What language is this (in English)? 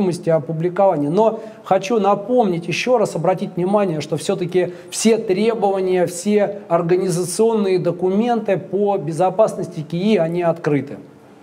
Russian